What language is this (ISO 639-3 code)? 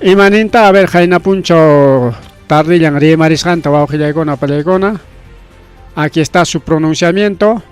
quy